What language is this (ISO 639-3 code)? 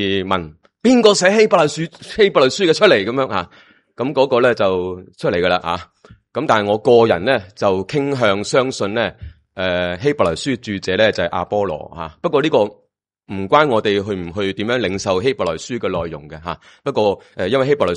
yue